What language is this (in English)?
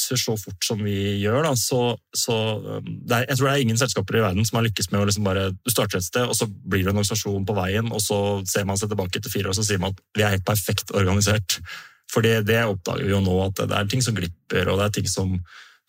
Norwegian